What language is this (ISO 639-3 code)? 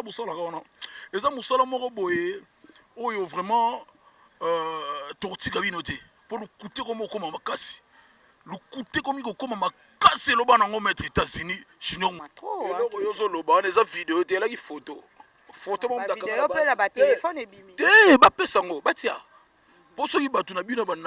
lin